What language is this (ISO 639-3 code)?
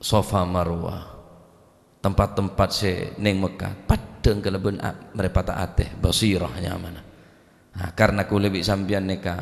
mad